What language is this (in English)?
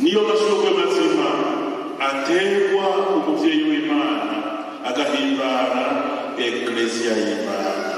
Rundi